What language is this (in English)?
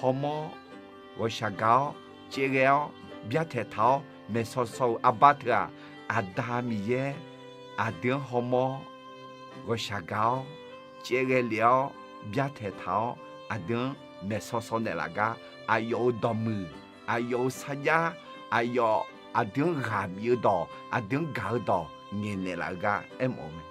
Akha